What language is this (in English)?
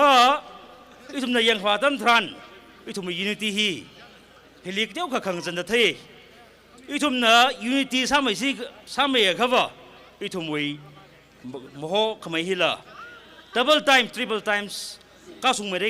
Tangkhul Naga (India)